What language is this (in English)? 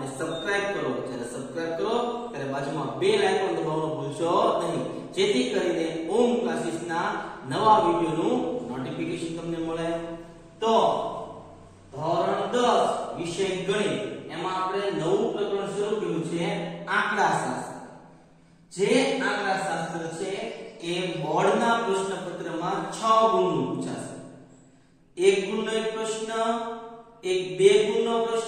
Gujarati